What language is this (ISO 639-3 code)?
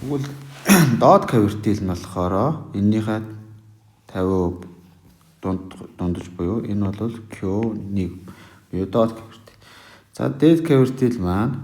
mon